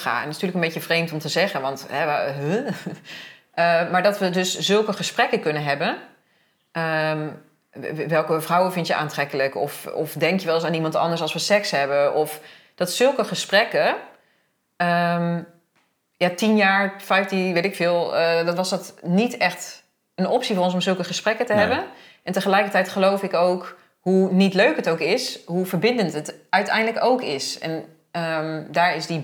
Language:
Dutch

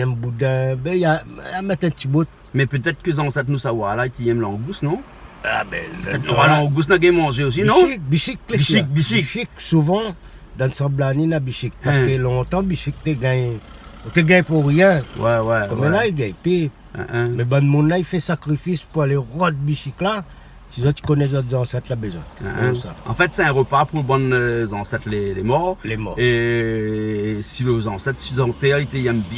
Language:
Réunion Creole French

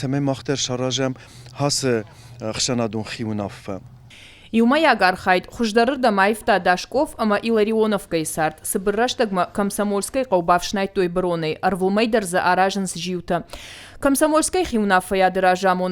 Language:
Ossetic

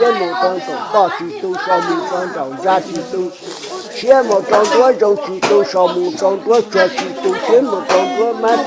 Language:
Hmong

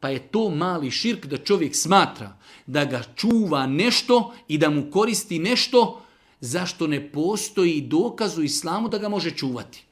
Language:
Bosnian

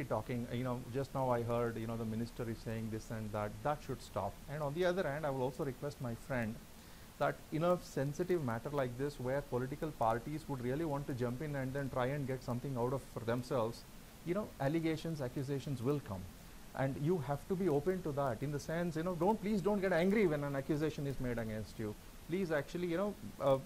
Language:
English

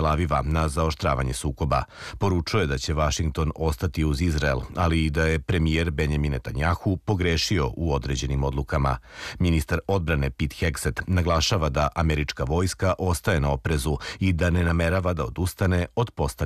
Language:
Serbian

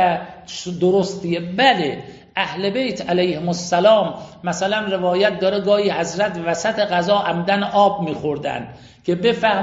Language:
Persian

